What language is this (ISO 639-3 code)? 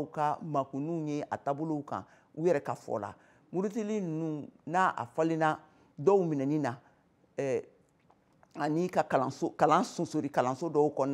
bam